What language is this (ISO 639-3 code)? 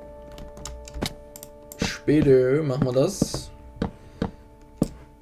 deu